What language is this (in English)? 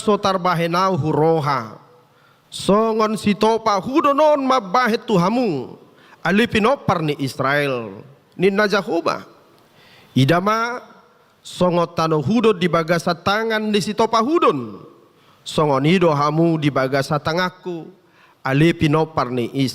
Batak Toba